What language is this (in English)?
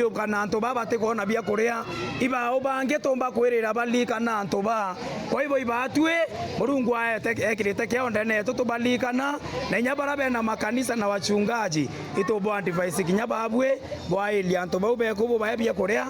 Meru